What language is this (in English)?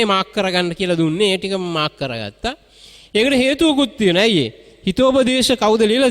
Sinhala